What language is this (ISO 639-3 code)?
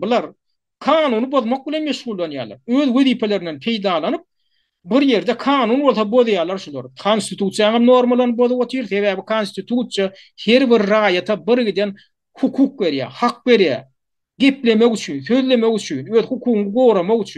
tuk